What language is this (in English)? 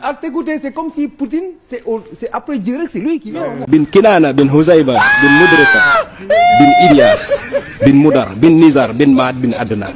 Wolof